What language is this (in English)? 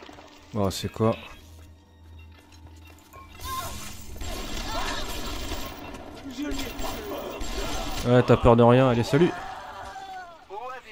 French